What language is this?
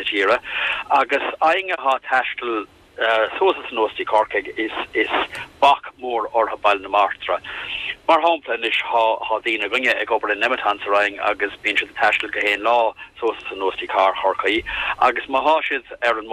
Irish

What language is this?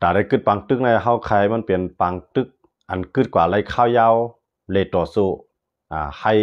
Shan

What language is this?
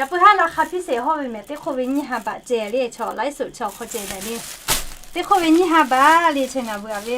Lahu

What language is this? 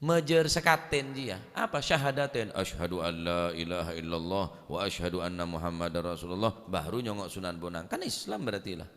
Madurese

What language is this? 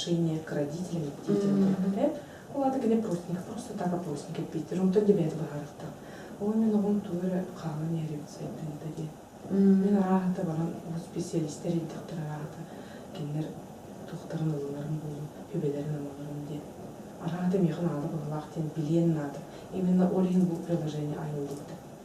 Yakut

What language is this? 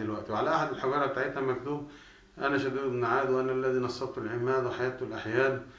Egyptian Arabic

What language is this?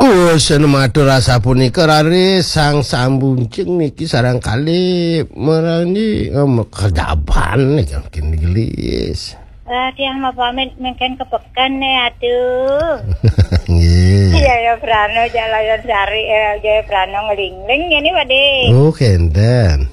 Balinese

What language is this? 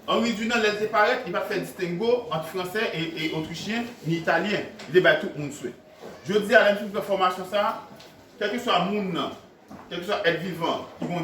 Haitian Creole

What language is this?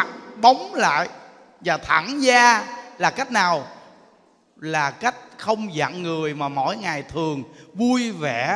Vietnamese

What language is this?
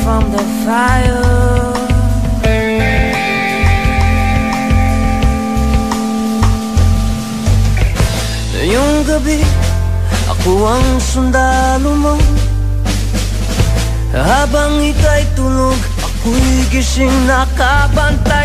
Filipino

